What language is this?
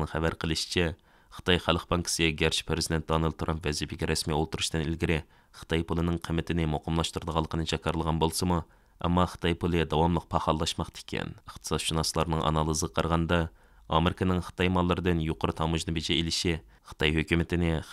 Uyghur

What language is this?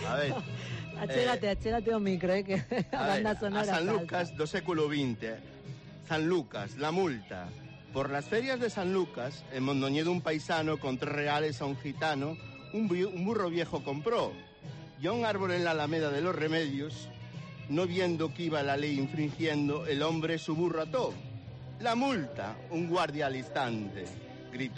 Galician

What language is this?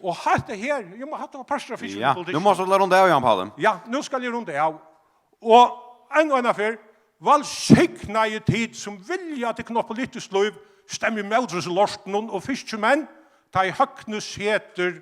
Faroese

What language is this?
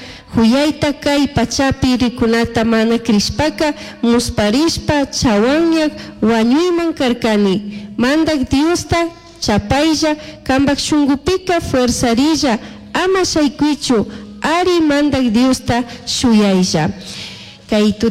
Chimborazo Highland Quichua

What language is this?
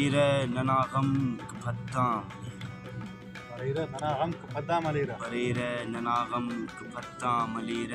Brahui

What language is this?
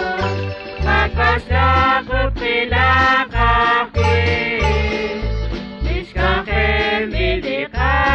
Kekchí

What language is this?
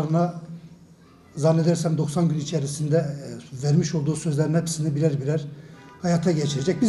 Turkish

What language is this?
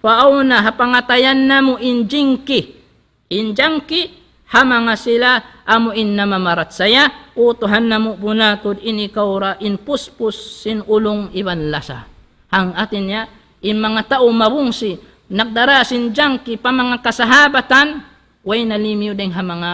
Tausug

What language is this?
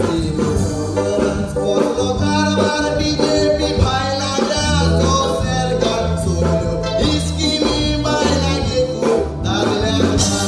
Konkani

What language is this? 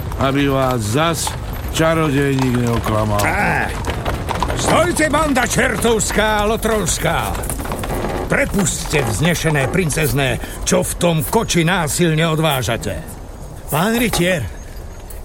Slovak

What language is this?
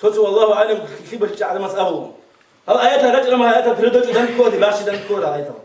Avaric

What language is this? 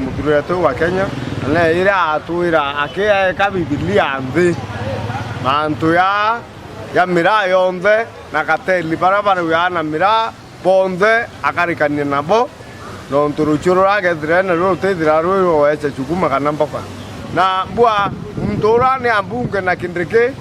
Meru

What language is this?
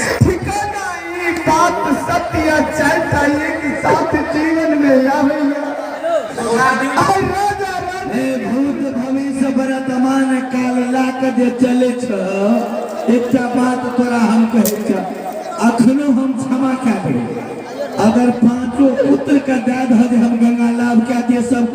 Maithili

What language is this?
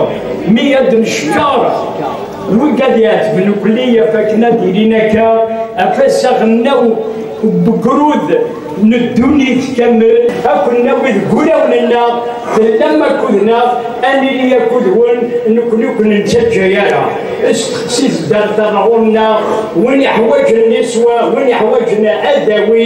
Kabyle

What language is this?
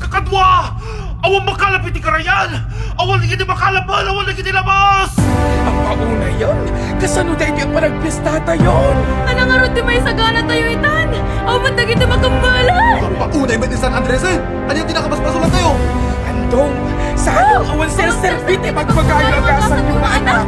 Iloko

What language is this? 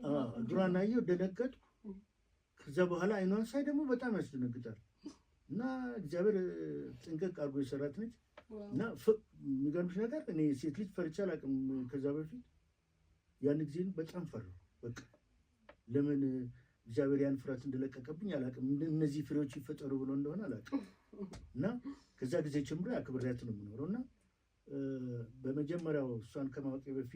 Amharic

